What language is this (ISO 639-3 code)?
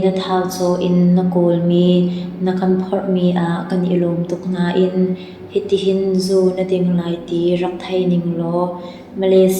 cnh